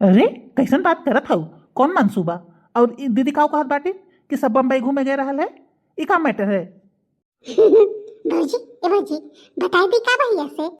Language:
Bhojpuri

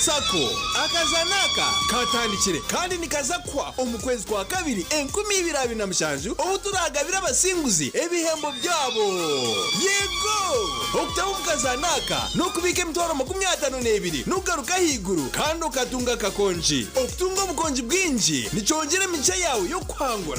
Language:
Nyankole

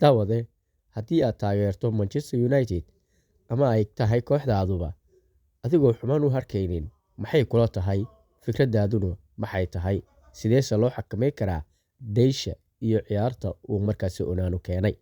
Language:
Somali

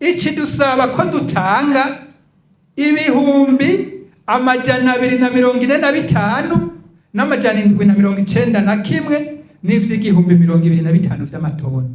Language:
Rundi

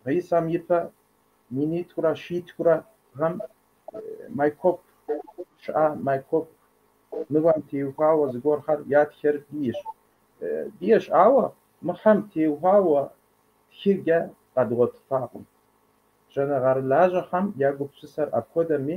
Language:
Kabardian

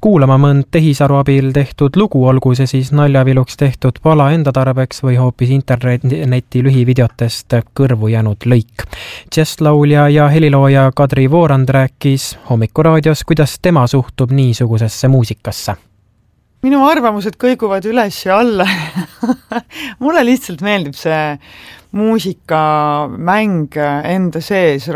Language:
Estonian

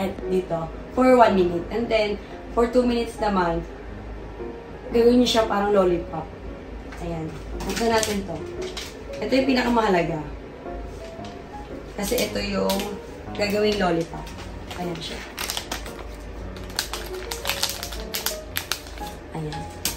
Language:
Filipino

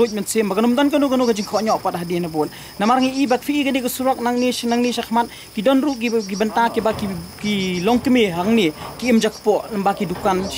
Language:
Khasi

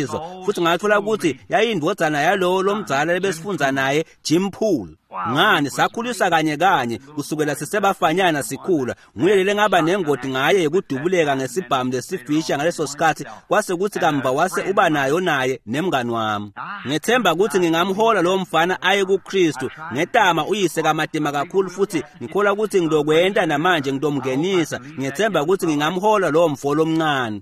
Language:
Swati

